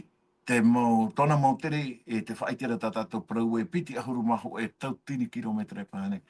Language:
Tahitian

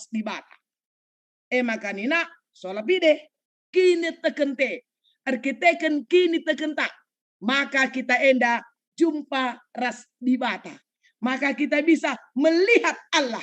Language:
Batak Karo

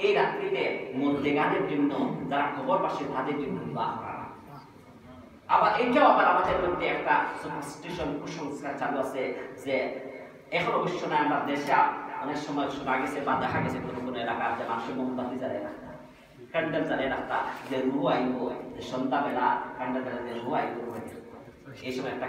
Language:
Bangla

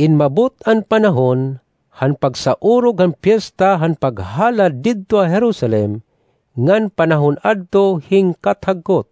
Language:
Waray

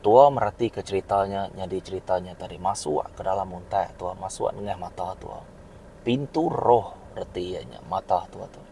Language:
Iban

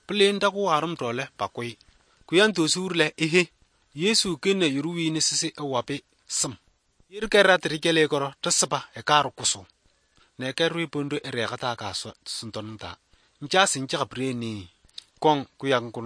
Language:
Slovenian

